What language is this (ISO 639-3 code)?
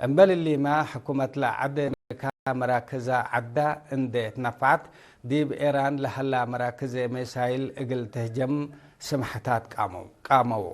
tig